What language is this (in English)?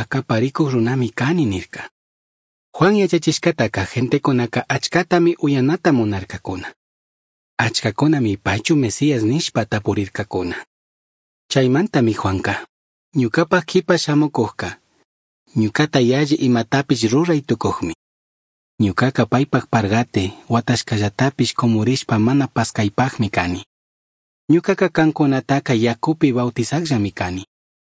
Chimborazo Highland Quichua